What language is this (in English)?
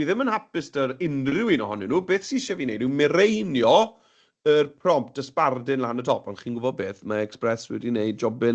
Welsh